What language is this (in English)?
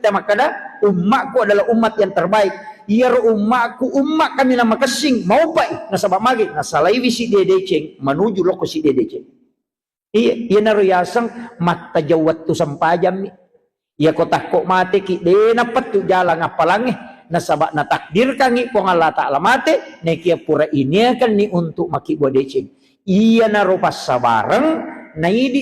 Buginese